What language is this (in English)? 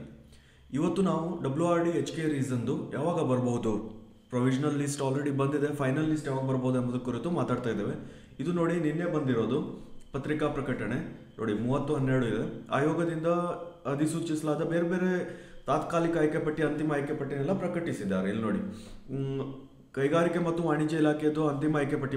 Kannada